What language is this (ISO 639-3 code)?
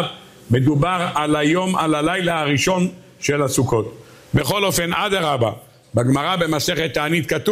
heb